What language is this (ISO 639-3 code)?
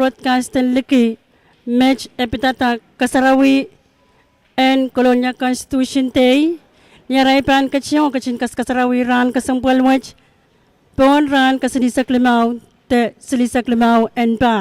pon